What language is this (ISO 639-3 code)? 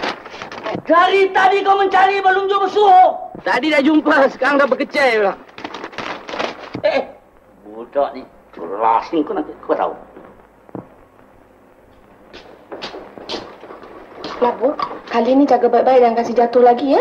msa